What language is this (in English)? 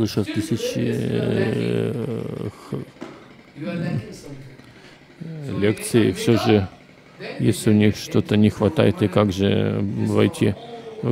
Russian